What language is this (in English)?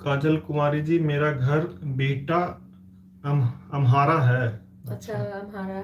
Magahi